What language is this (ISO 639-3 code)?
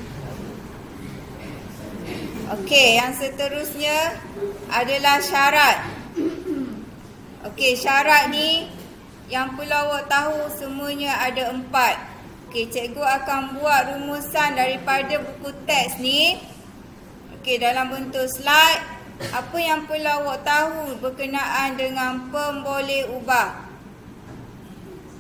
msa